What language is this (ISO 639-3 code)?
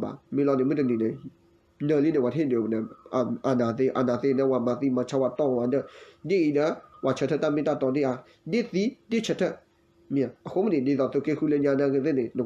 ksw